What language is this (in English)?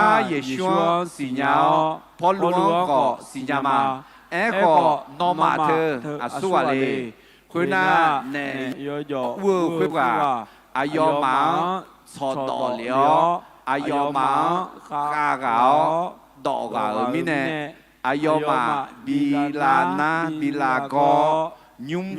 Akha